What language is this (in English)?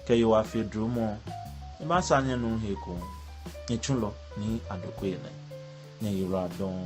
Ga